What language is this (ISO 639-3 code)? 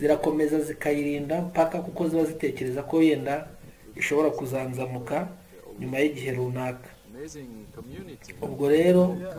kin